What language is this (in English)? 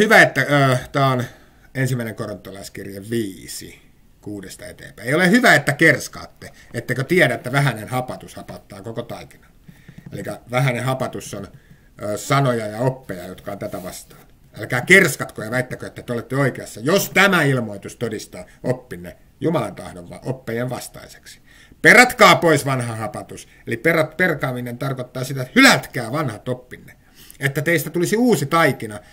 Finnish